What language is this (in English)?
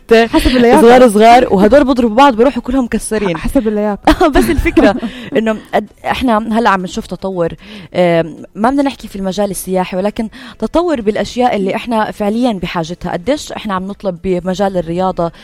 North Levantine Arabic